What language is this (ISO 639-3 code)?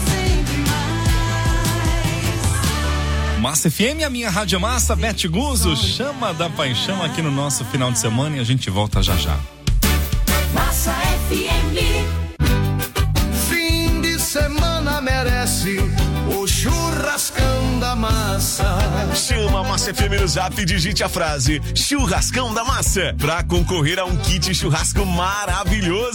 por